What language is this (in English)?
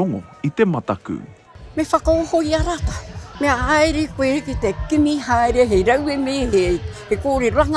Māori